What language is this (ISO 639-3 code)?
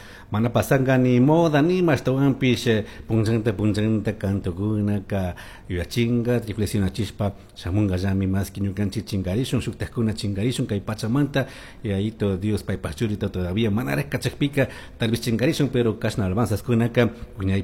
qug